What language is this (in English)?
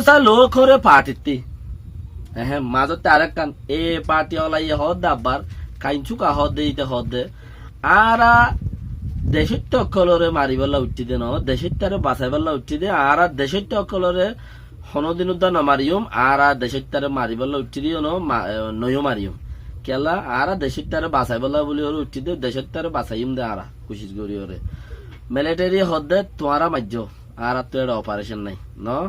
Rohingya